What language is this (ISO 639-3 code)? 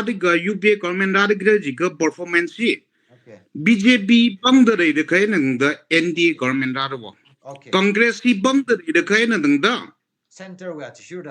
nmf